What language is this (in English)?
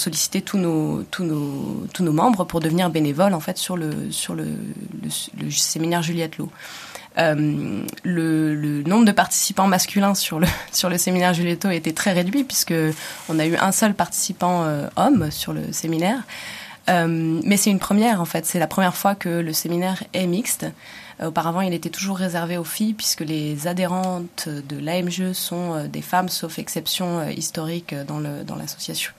French